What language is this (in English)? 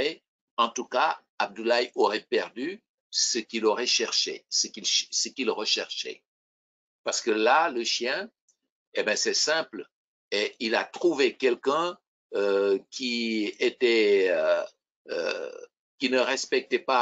French